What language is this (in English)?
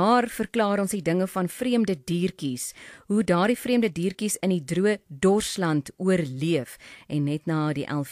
Afrikaans